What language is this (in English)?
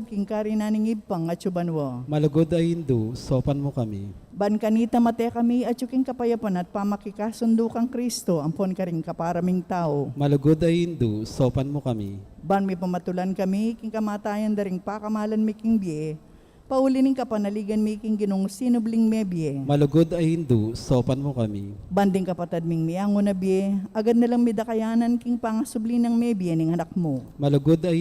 Pampanga